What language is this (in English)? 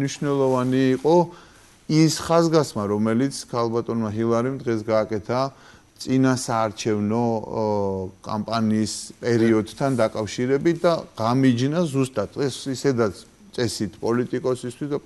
Georgian